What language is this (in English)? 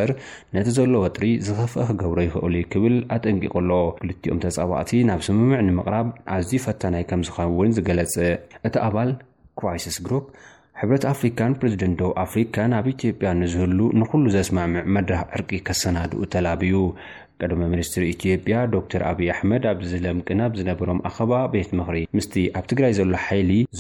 Tigrinya